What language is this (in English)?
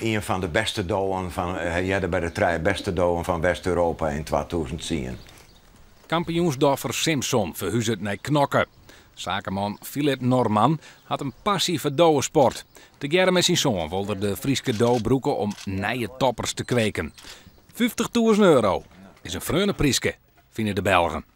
Western Frisian